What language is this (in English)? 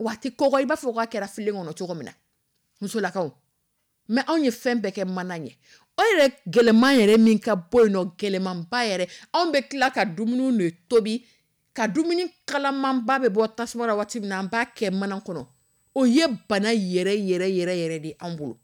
Dyula